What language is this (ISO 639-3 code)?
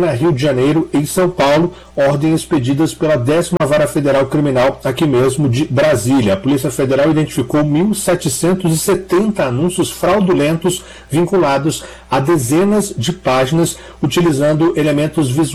por